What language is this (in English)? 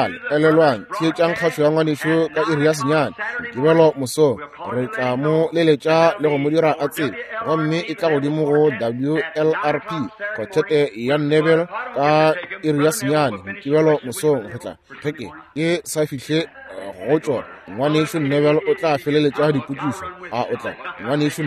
Northern Sotho